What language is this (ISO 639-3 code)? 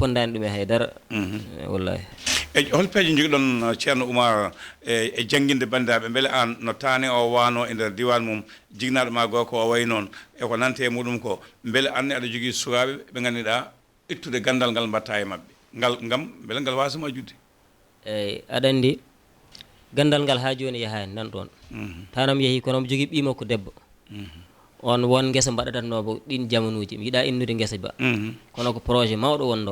ful